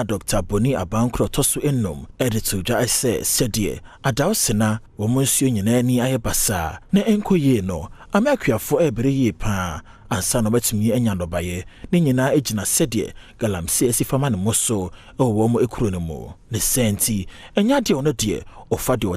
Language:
Akan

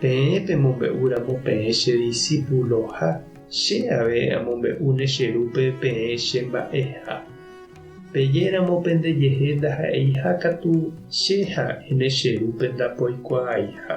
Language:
Guarani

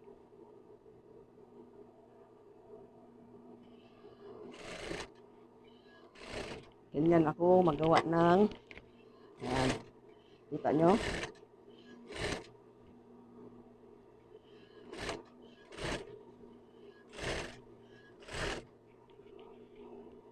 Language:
Filipino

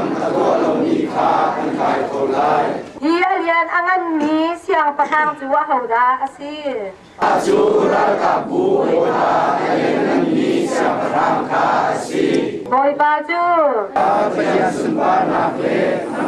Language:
Hakha Chin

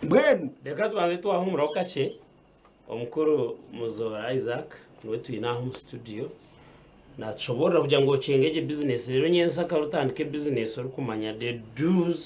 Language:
Nyankole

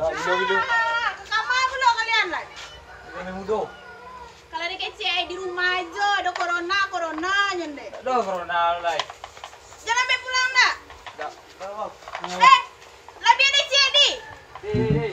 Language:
Minangkabau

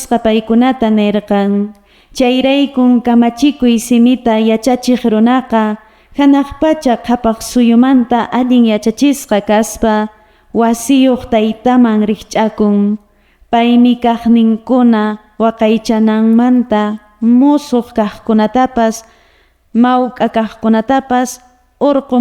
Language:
Quechua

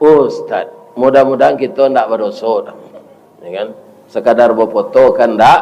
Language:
Minangkabau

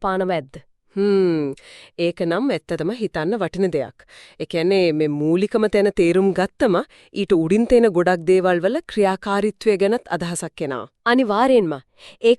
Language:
Sinhala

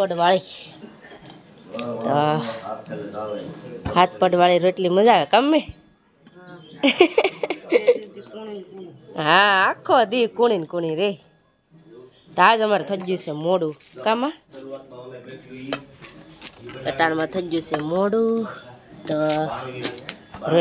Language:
Gujarati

